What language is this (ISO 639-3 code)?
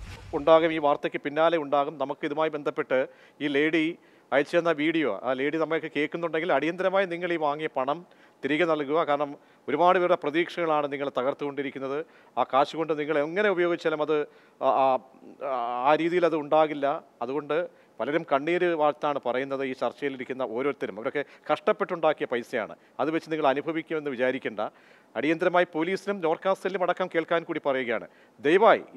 mal